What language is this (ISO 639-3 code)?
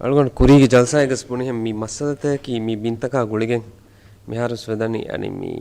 div